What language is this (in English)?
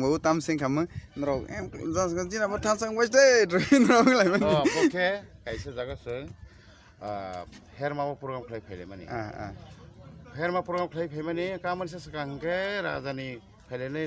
Kok Borok